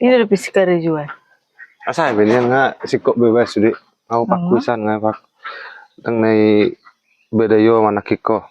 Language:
Batak Toba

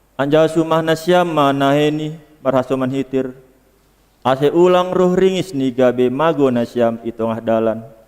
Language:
Batak Simalungun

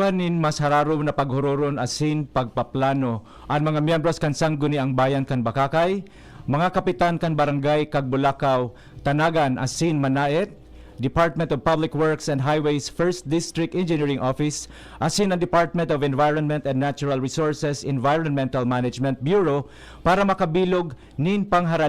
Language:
Bikol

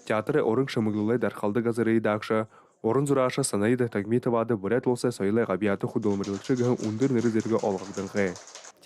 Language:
Buriat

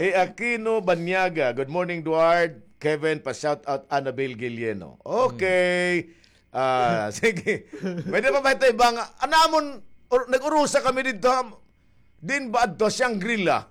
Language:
Waray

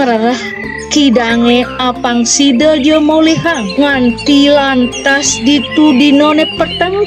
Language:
Balinese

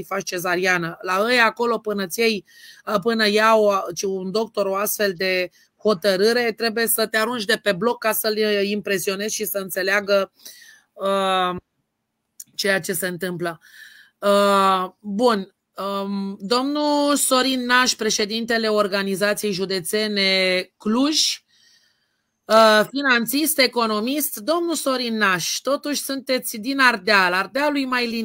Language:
Romanian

